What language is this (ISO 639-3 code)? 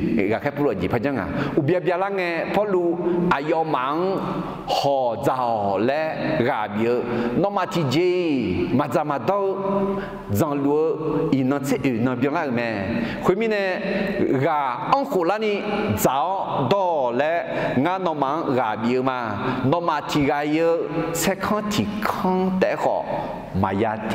ahk